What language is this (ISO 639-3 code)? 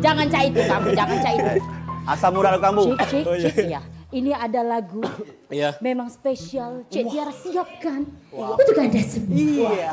mui